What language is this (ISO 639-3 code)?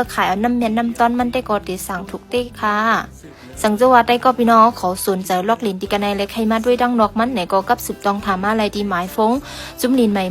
shn